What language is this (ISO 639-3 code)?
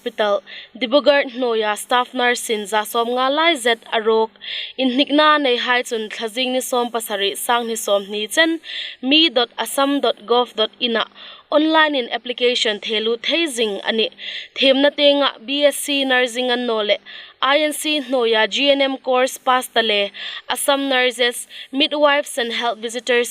hmr